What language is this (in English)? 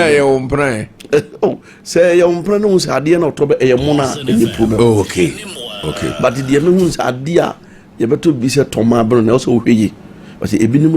Akan